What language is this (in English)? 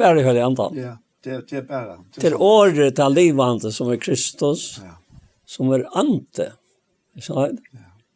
Faroese